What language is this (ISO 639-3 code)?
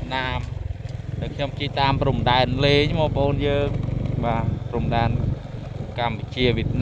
khm